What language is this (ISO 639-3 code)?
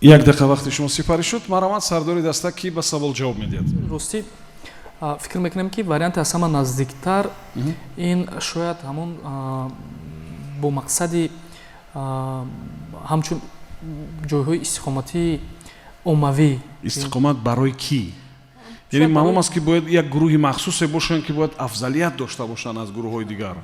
tgk